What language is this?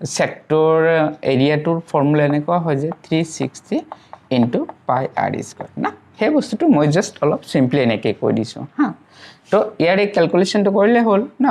Assamese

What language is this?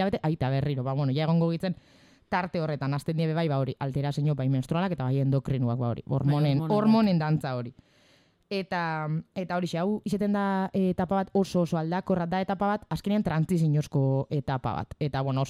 Basque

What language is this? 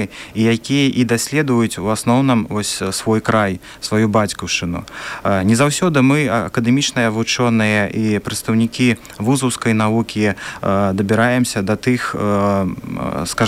Belarusian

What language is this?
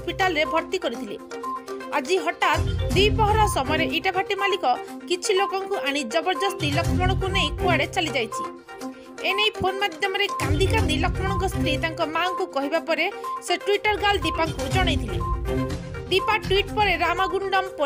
Odia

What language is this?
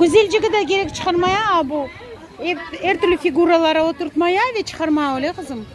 Crimean Tatar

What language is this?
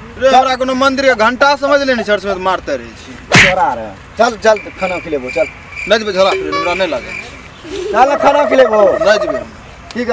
Maithili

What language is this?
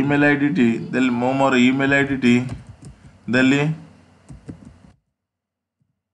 Odia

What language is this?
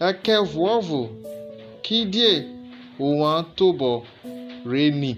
Urhobo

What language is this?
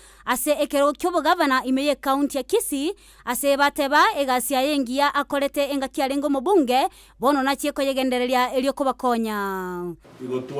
Gusii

